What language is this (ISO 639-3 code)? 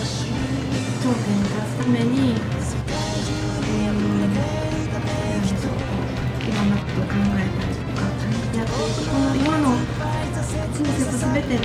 jpn